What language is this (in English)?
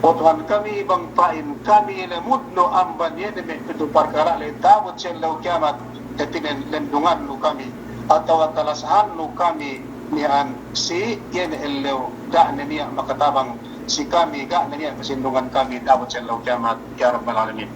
Yakan